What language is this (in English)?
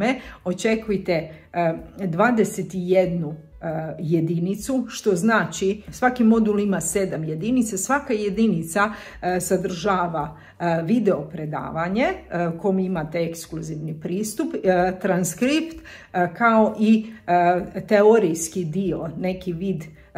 Croatian